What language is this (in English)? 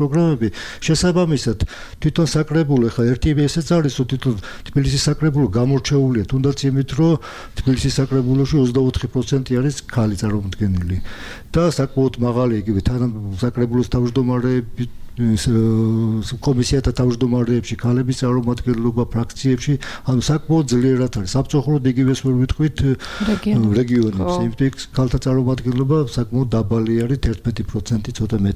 Georgian